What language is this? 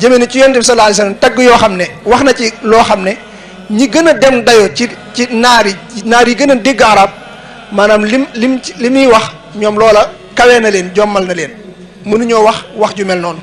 Wolof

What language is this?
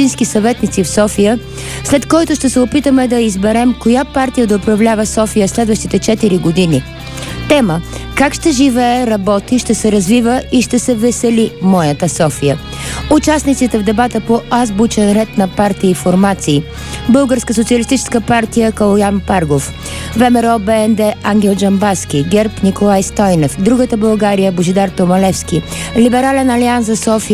Bulgarian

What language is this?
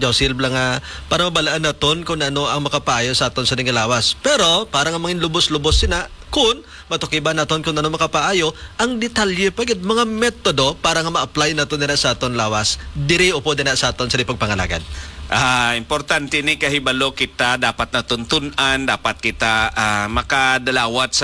Hiligaynon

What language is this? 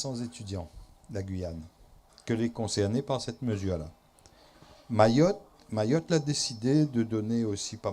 Réunion Creole French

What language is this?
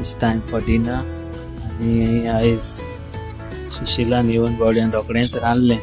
Konkani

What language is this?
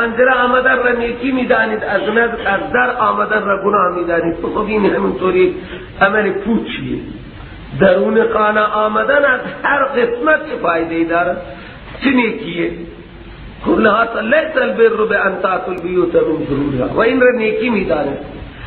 Persian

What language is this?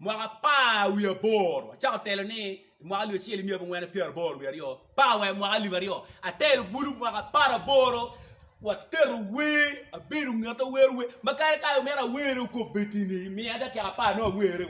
Acoli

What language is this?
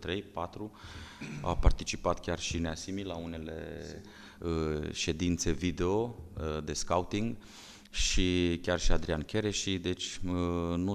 Romanian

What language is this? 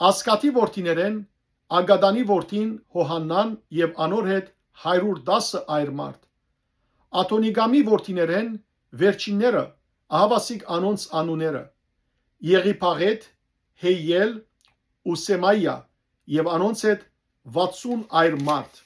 Western Armenian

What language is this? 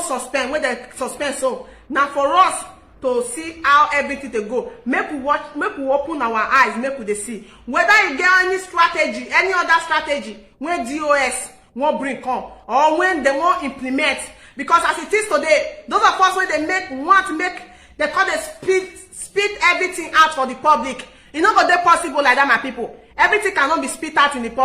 Nigerian Pidgin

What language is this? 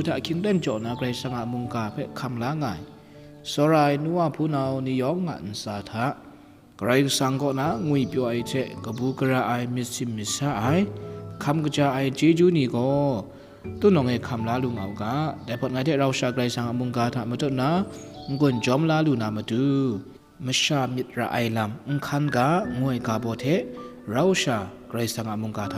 Kachin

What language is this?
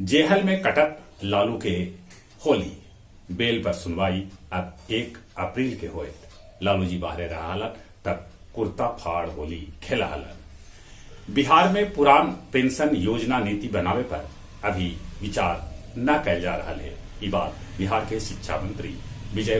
Magahi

